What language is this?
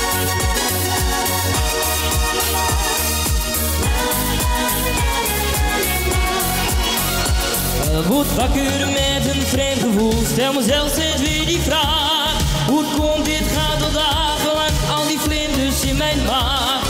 Dutch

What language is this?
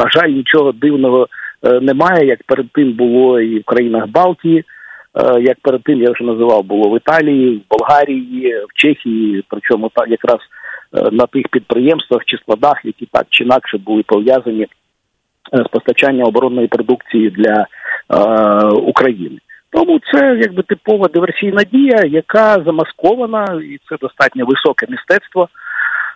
Ukrainian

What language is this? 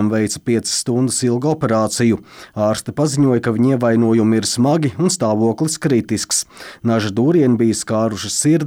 Latvian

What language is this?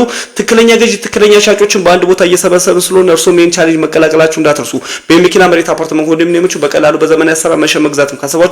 Amharic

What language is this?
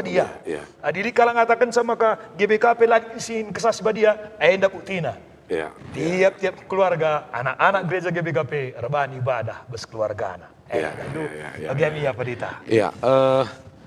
Batak Karo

